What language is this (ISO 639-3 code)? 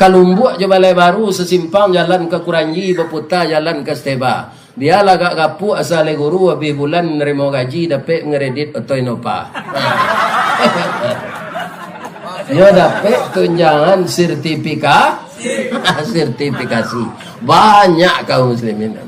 min